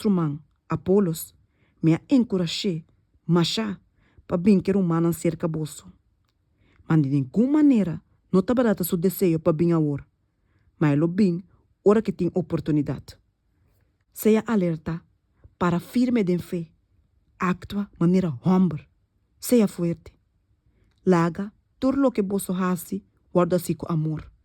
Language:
Papiamento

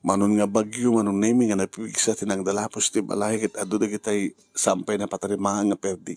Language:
Iloko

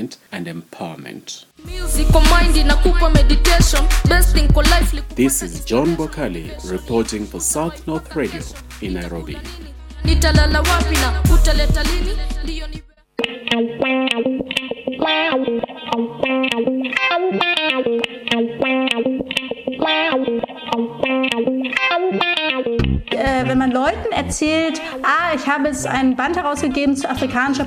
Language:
German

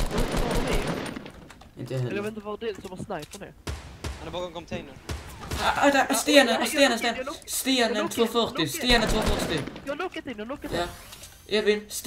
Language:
Swedish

